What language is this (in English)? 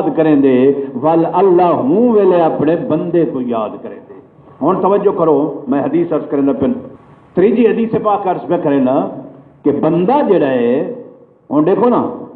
Saraiki